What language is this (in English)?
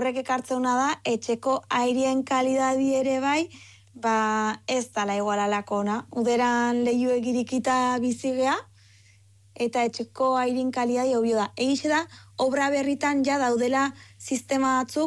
Basque